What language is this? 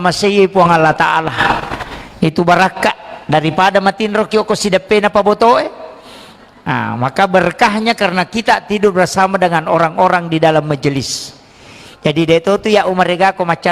Buginese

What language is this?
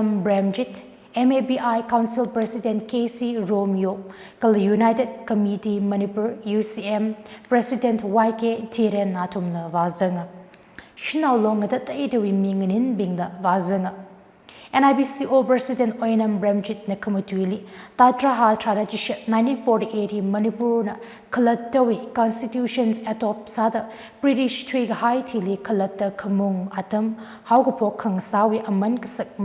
Tangkhul Naga (India)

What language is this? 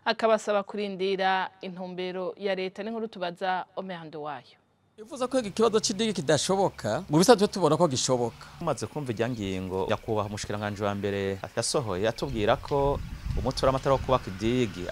Rundi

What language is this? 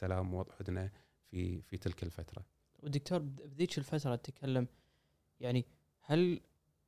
Gulf Arabic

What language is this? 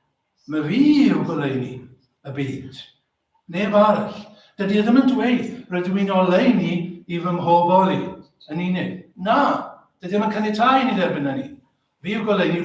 Welsh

